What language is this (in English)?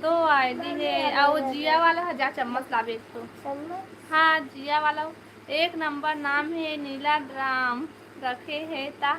Chhattisgarhi